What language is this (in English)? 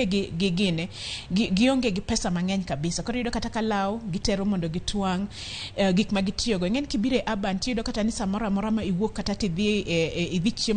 Luo (Kenya and Tanzania)